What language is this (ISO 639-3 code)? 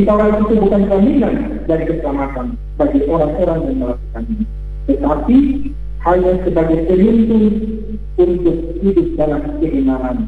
ind